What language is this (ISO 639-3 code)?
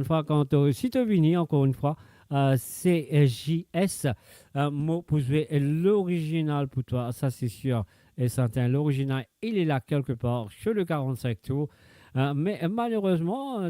mfe